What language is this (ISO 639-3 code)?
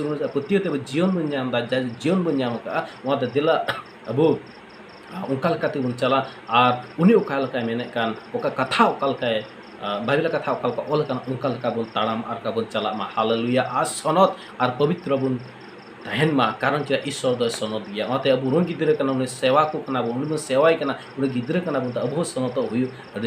sat